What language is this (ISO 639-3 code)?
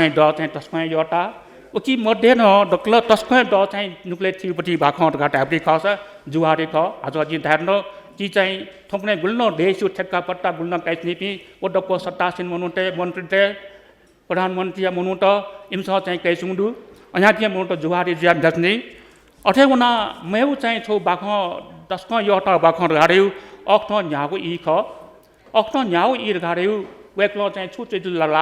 new